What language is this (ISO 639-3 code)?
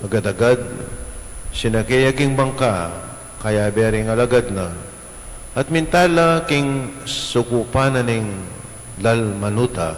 pam